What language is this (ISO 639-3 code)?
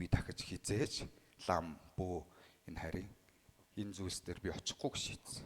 mon